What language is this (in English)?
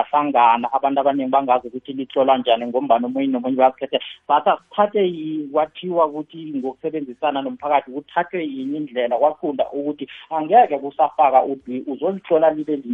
South Ndebele